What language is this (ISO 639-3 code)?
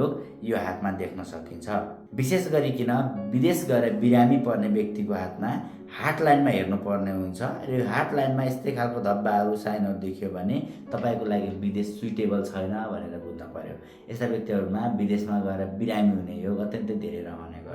nep